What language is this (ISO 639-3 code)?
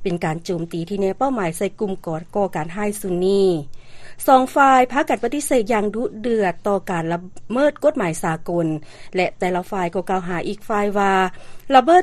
lao